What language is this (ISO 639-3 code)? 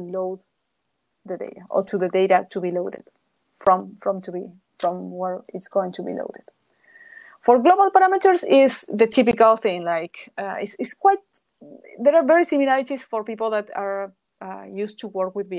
eng